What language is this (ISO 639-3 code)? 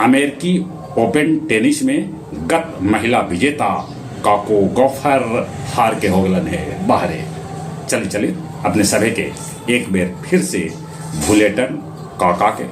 mag